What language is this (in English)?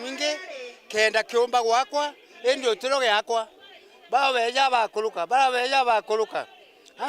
Meru